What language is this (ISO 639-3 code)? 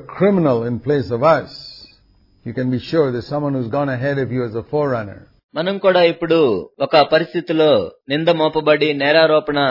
tel